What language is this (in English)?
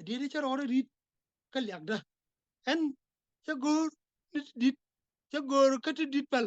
Nuer